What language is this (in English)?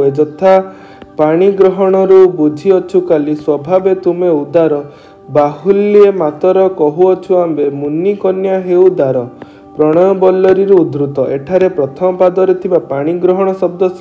Odia